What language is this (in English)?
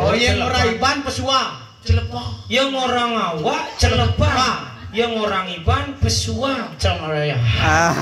Balinese